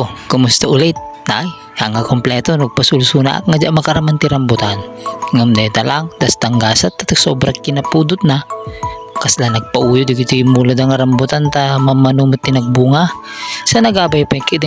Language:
Iloko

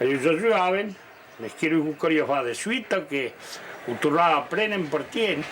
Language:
Occitan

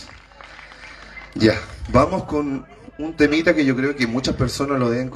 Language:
Spanish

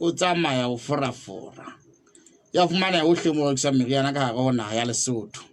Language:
Southern Sotho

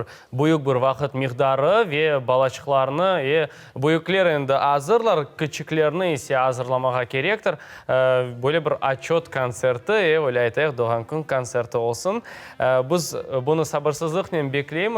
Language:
Crimean Tatar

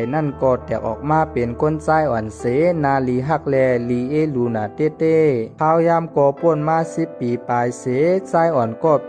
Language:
Shan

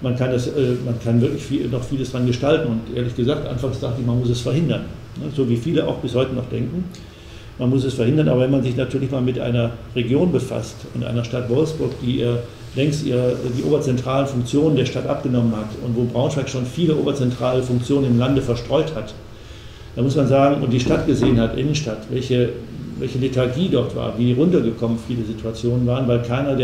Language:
German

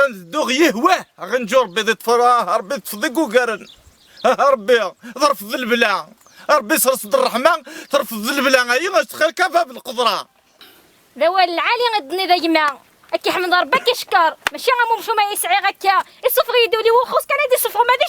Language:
Kabyle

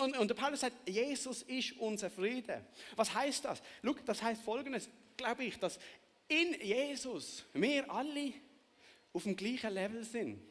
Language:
Swiss German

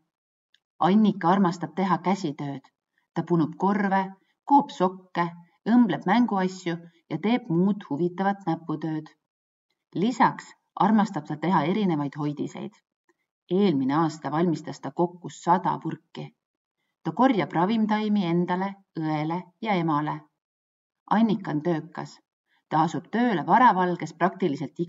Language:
Estonian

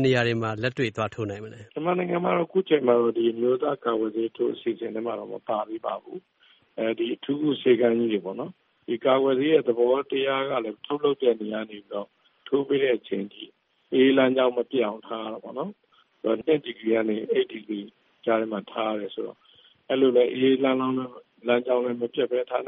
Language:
Burmese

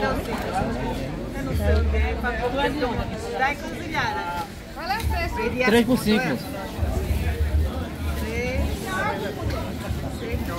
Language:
Portuguese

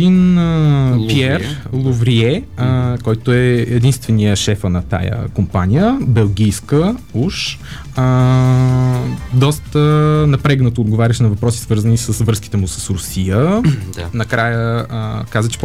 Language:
Bulgarian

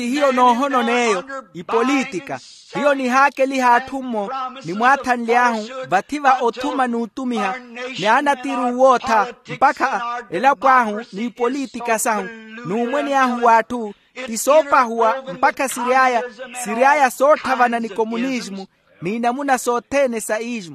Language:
Makhuwa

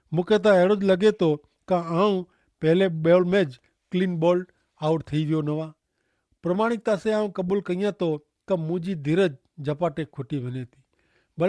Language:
Kachhi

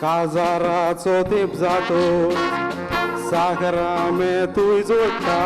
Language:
Konkani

